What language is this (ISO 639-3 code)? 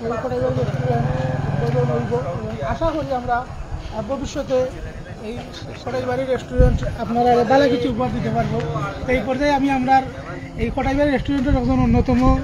syl